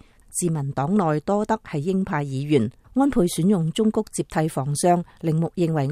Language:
Cantonese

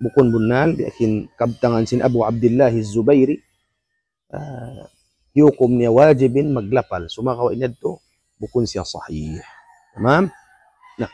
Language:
Tausug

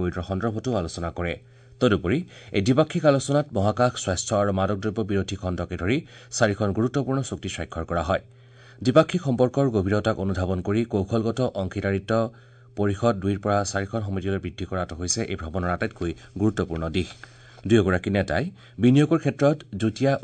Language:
Assamese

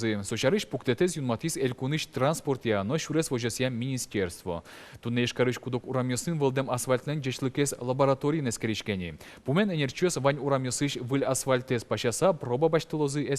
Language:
Udmurt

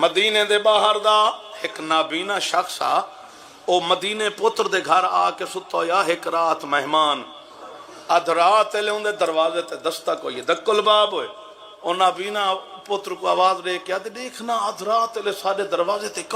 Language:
Saraiki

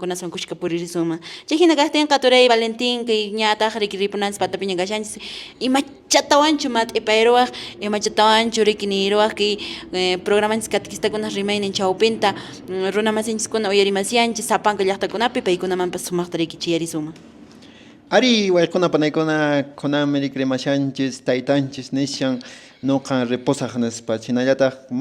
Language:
Quechua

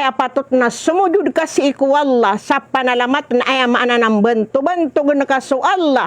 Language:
Maranao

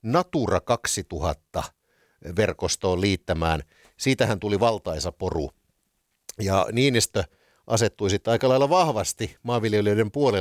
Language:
Finnish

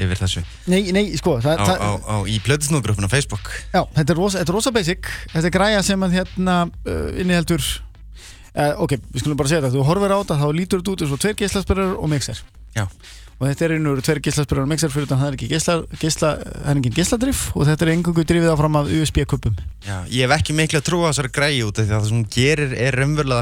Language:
Icelandic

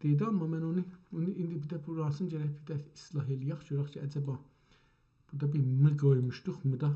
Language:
South Azerbaijani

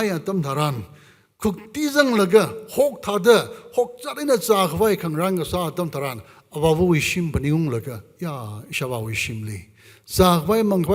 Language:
Tangkhul Naga (India)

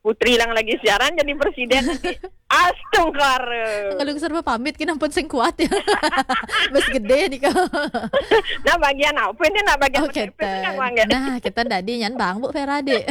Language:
Balinese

